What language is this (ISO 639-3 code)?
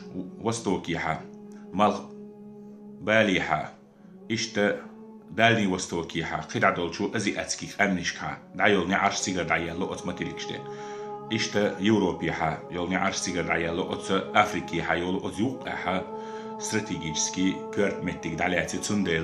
che